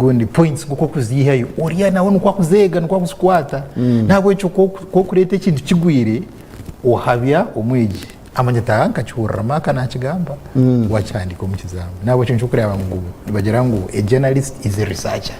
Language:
Nyankole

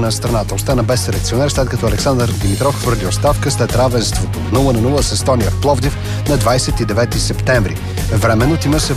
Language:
Bulgarian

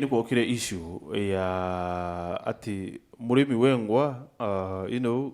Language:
Meru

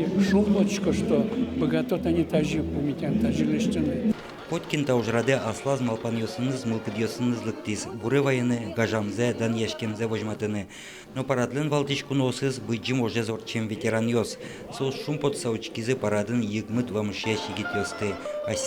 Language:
Udmurt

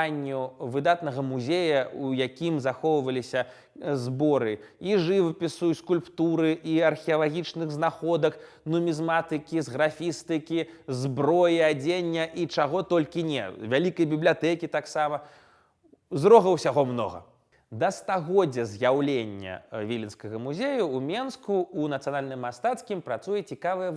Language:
Belarusian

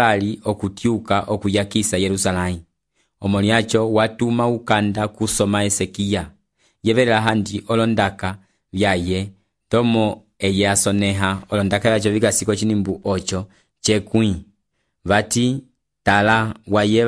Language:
Umbundu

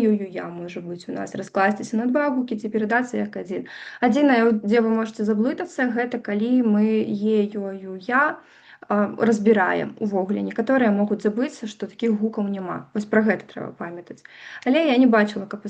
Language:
Belarusian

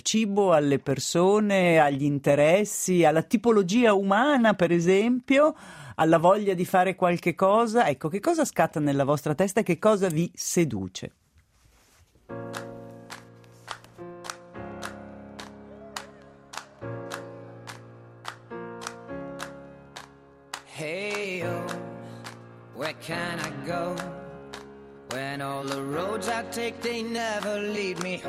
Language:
Italian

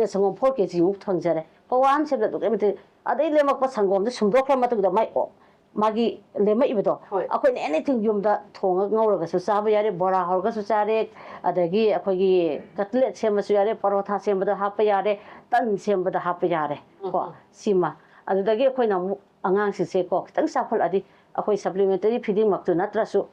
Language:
Manipuri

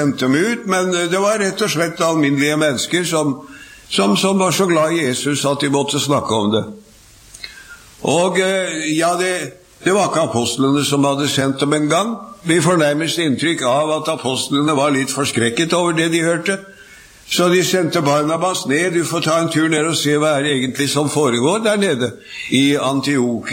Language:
Norwegian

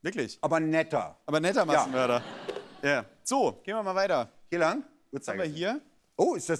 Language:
German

